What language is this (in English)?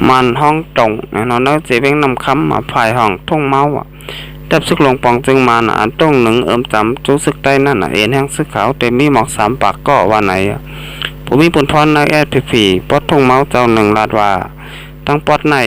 Shan